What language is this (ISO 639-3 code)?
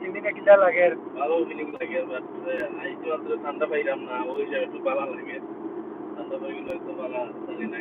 syl